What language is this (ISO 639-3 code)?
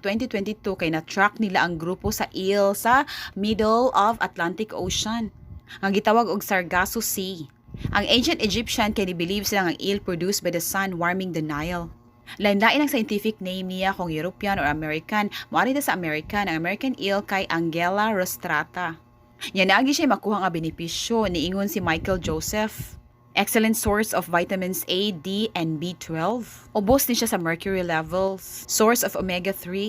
ceb